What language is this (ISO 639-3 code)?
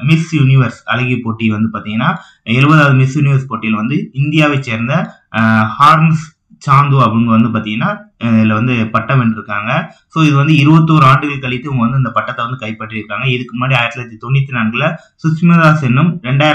tam